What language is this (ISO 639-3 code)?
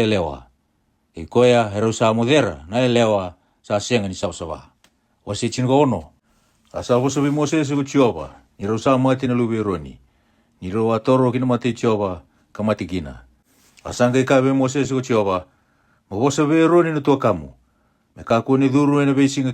fij